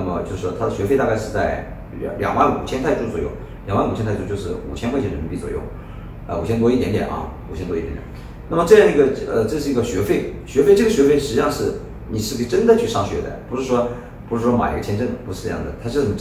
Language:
Chinese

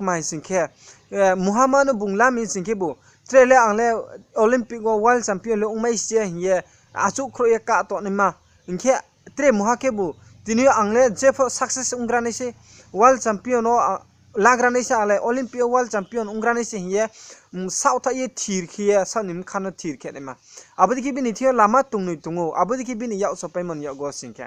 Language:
Riang (India)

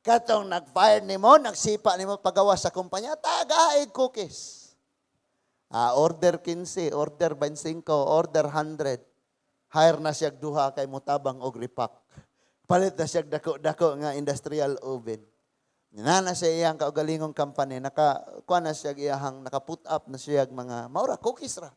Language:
Cebuano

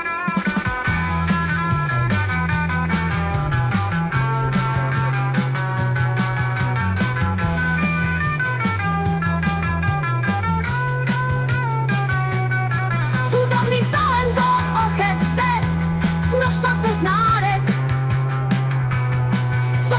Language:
Slovak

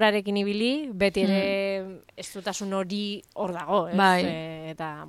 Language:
Basque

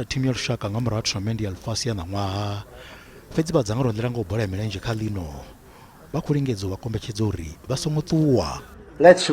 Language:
Venda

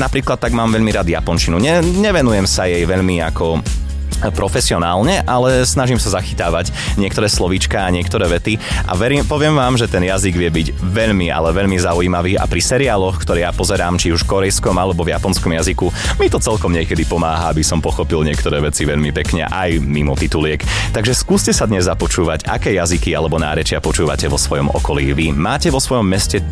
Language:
Slovak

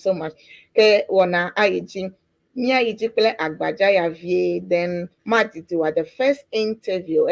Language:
Ewe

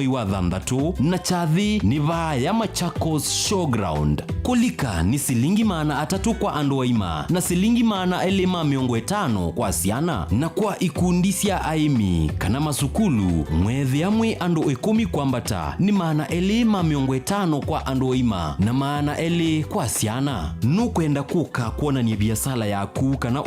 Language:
Kamba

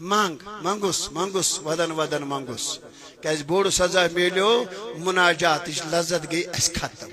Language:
Kashmiri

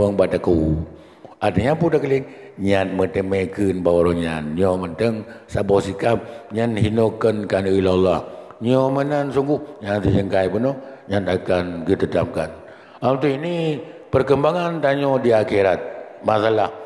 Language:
Achinese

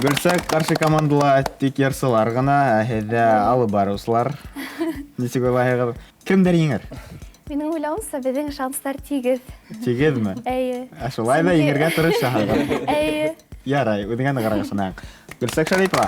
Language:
Bashkir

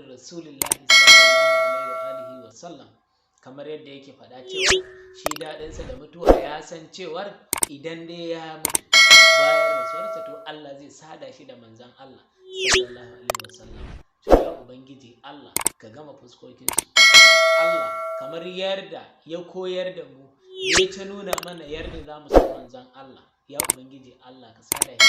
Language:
Hausa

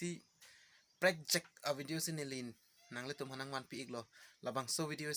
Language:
Karbi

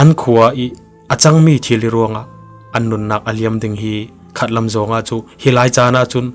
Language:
Falam Chin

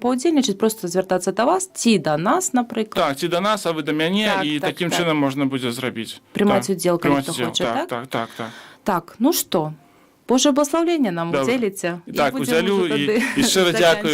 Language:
Belarusian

